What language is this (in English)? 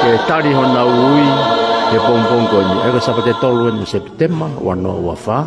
Tongan